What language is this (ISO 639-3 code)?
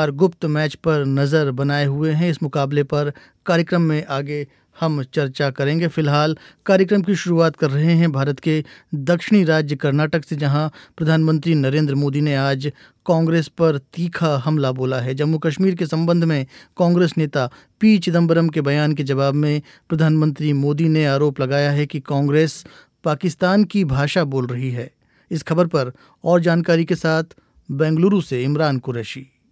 hin